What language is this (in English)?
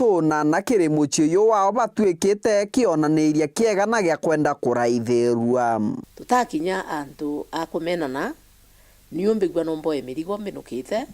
Meru